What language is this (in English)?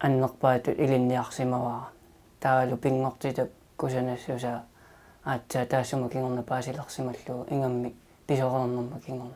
Kalaallisut